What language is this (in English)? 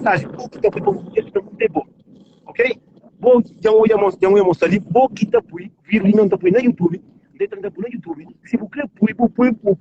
Kabuverdianu